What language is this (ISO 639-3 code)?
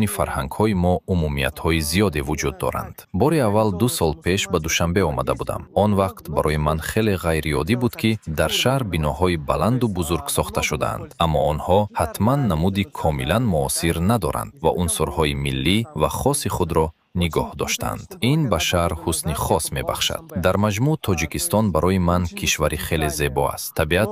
tgk